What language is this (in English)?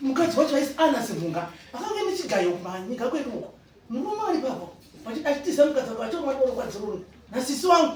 Shona